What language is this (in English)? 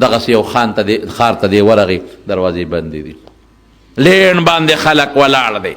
Pashto